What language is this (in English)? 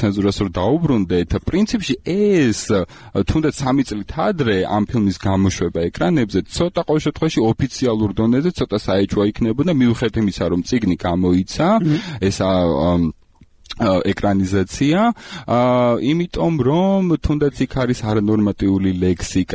Georgian